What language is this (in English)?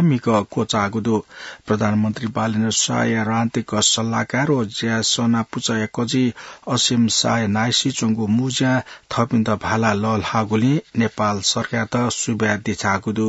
Newari